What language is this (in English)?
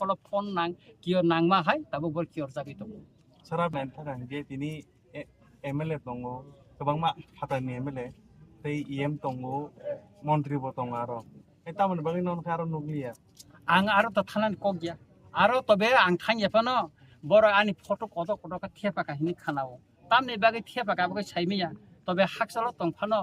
Kok Borok